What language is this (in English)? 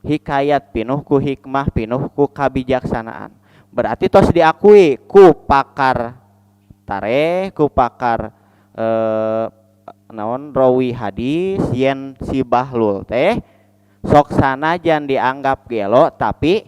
Sundanese